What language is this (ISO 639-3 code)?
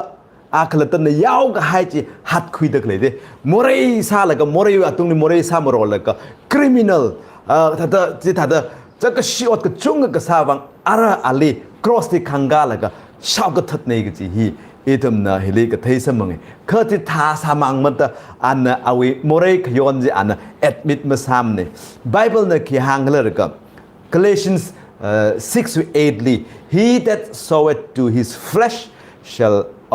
nmf